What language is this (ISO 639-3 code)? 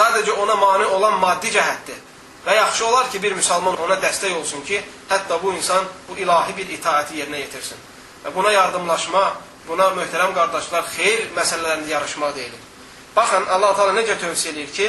aze